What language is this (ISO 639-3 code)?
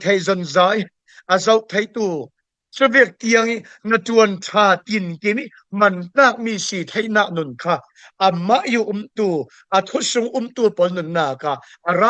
cfm